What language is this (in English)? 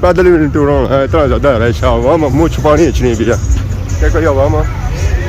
Pahari-Potwari